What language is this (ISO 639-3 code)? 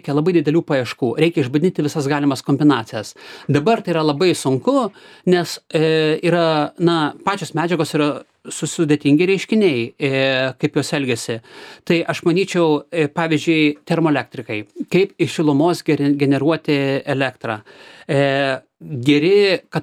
lit